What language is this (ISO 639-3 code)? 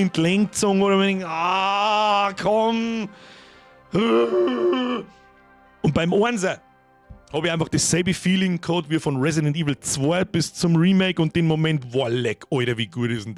bar